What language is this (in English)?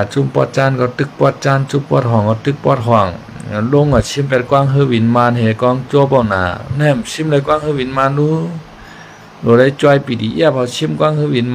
Shan